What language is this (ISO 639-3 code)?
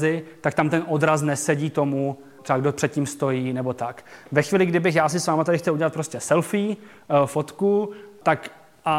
ces